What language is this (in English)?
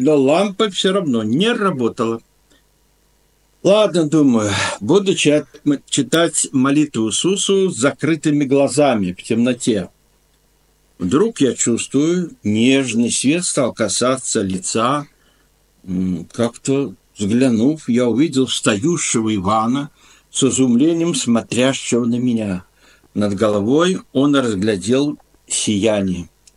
Russian